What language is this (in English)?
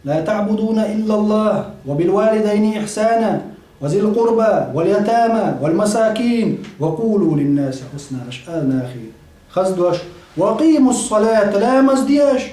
Chechen